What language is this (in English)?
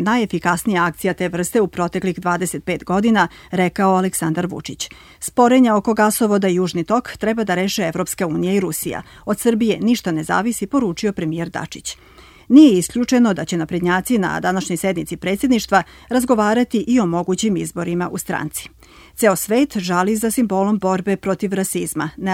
Serbian